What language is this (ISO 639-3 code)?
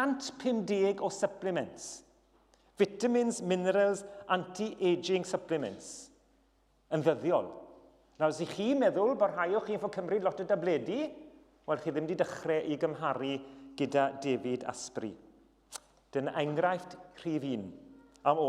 cym